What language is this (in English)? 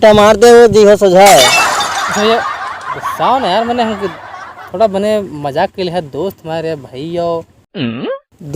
Awadhi